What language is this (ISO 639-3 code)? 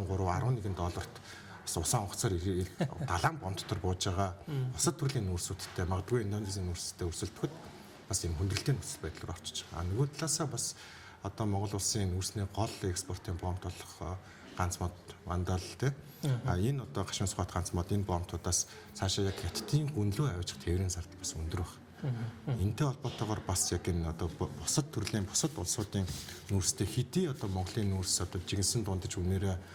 mon